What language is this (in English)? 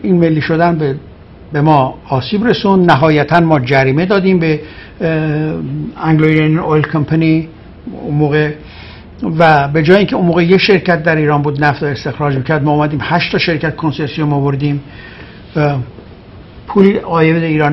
Persian